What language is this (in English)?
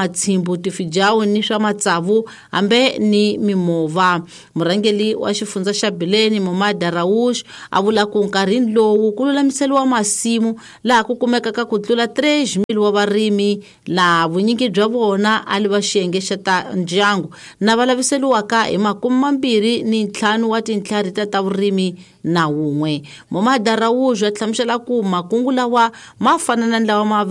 Tsonga